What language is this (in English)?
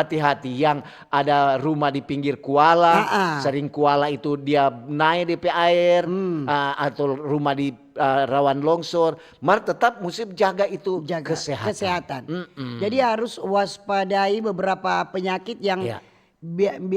Manado Malay